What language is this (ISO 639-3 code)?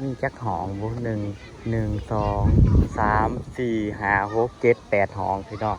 tts